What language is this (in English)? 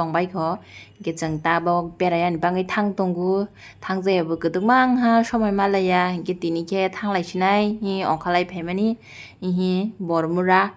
Kok Borok